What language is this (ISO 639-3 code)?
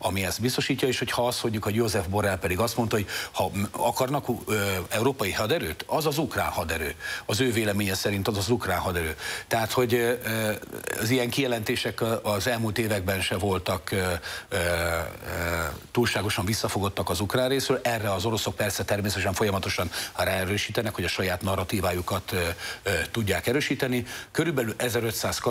hun